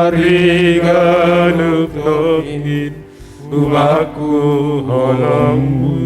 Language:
Batak Simalungun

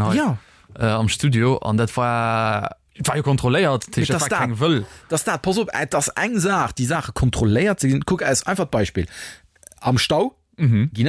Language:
Luxembourgish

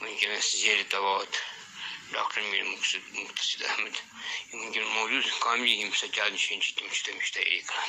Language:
Kashmiri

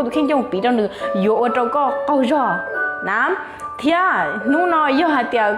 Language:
Hmong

